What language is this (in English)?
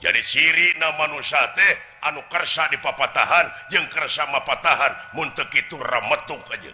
Sundanese